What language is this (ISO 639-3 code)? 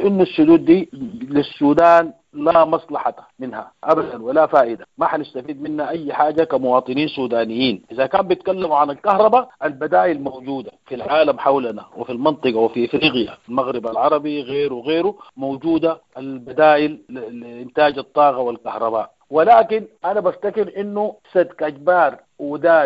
apd